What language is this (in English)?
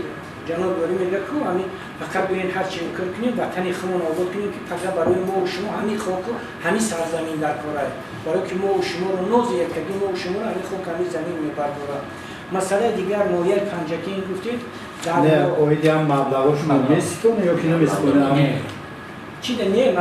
Tajik